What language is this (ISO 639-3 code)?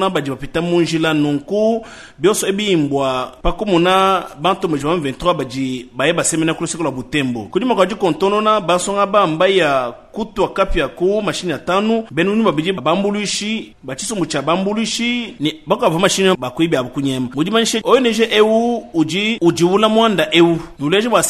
lua